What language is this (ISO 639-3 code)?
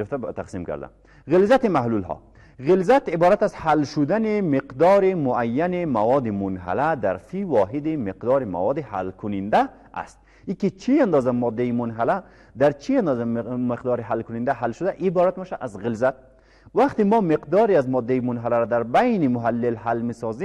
fas